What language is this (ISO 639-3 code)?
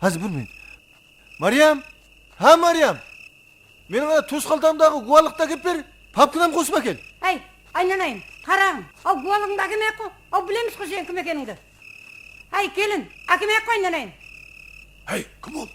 kaa